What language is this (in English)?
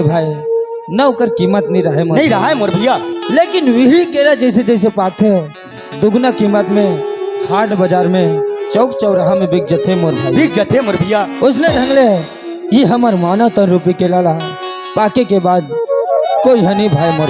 Chhattisgarhi